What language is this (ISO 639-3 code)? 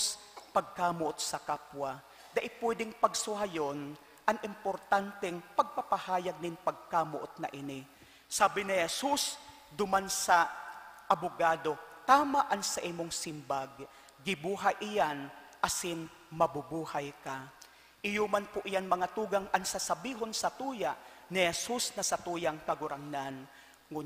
bik